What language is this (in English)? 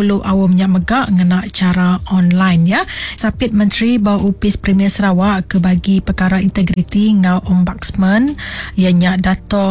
Iban